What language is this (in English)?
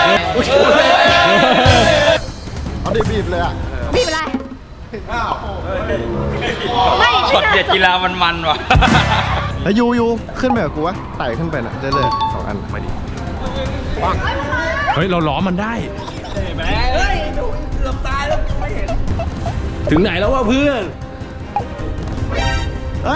Thai